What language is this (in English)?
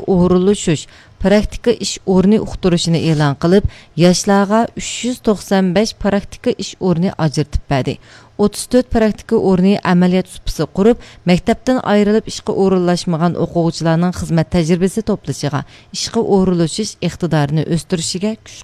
Uyghur